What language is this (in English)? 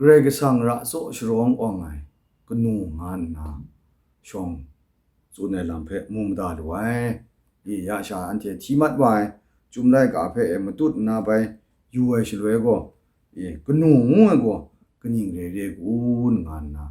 Kachin